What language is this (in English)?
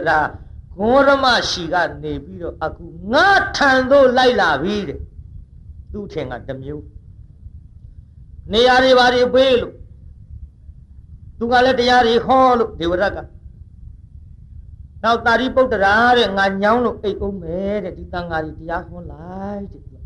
Burmese